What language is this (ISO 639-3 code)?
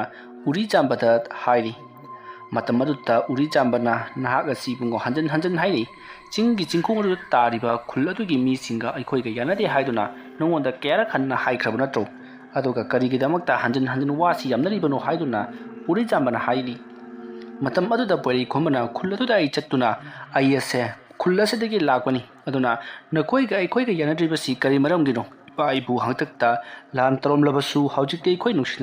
mni